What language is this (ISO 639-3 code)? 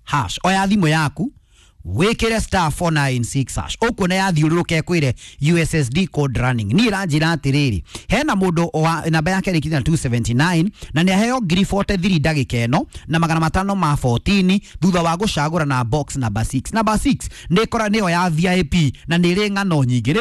kik